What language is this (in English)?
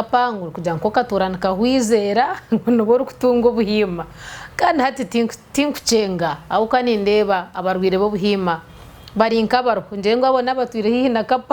Nyankole